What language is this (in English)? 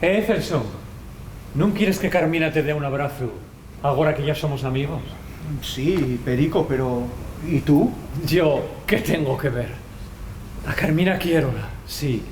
Asturian